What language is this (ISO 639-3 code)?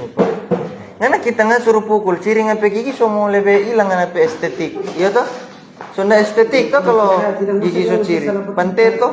xmm